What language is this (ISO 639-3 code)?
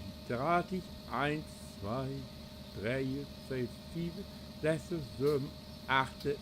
nds